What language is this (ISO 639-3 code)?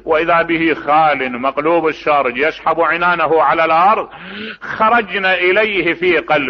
acm